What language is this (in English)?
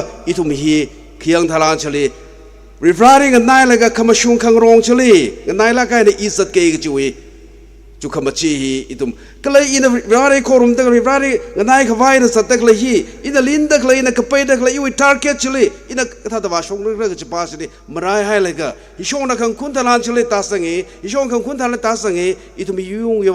Tangkhul Naga (India)